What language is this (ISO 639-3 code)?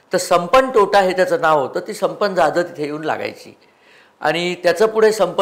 mar